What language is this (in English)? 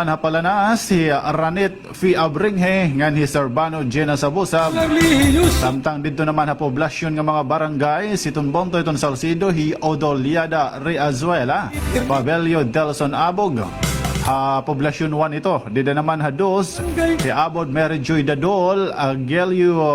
Waray